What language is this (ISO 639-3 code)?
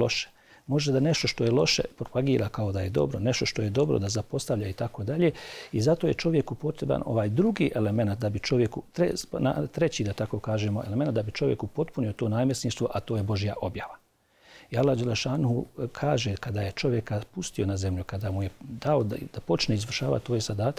bos